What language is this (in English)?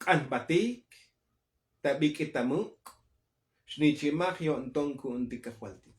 Tzotzil